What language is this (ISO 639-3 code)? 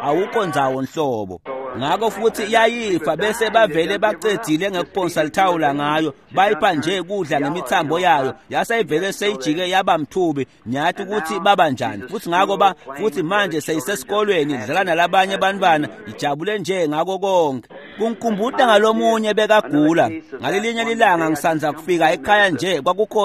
ssw